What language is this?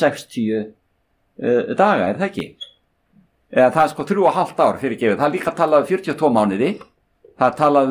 Icelandic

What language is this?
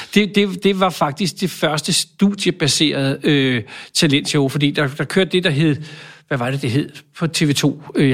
Danish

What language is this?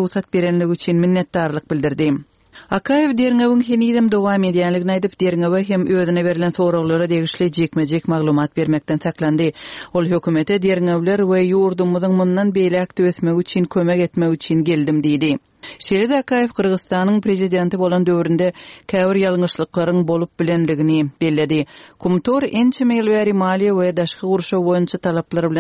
Turkmen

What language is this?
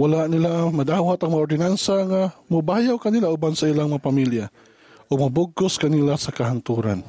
Cebuano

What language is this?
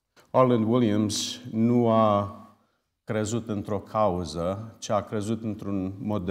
Romanian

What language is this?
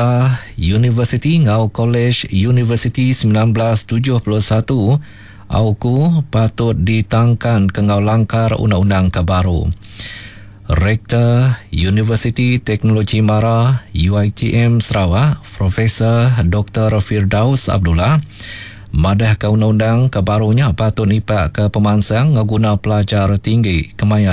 Iban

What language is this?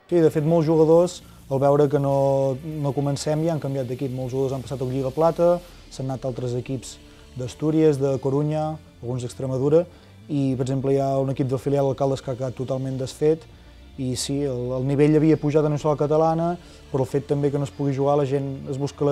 Catalan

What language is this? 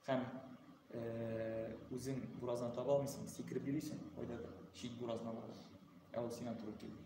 Tatar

